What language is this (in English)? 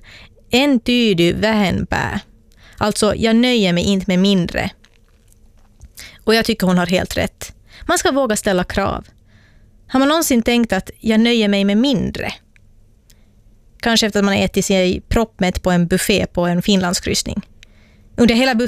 Swedish